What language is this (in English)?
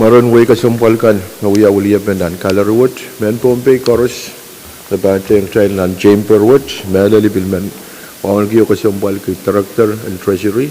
Pohnpeian